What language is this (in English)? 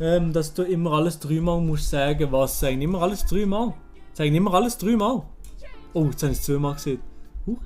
Swiss German